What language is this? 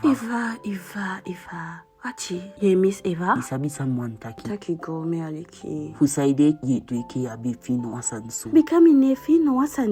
Eastern Maroon Creole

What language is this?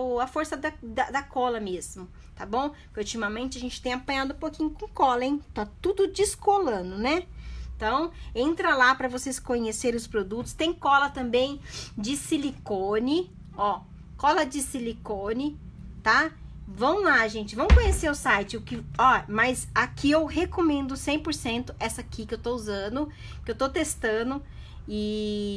Portuguese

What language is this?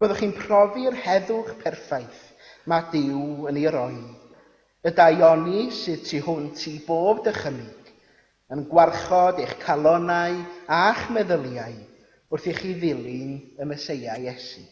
Welsh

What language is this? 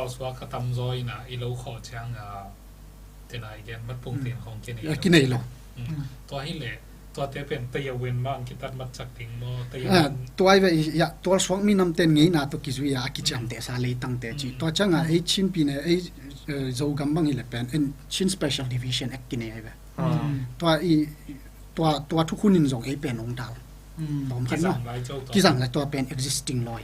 Tedim Chin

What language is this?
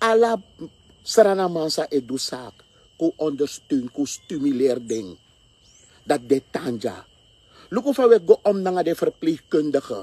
Sranan Tongo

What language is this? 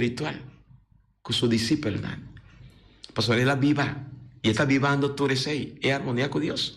Papiamento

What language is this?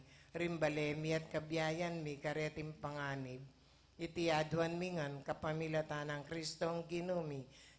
Pampanga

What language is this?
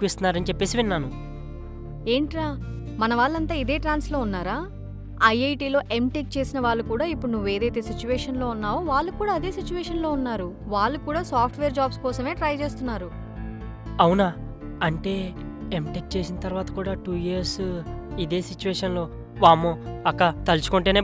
Telugu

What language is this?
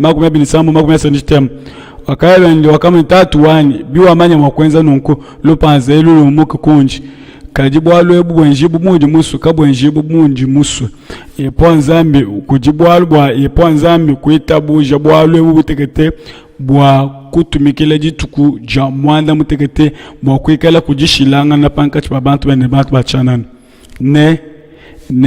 Luba-Lulua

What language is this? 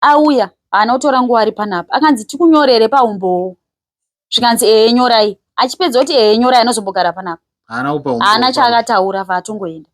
Shona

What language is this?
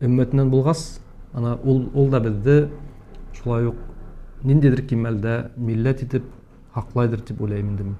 Bashkir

